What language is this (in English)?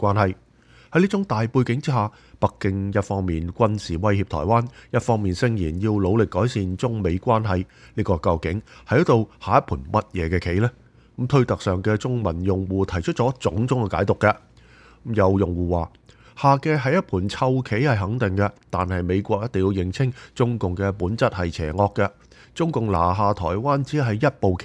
Cantonese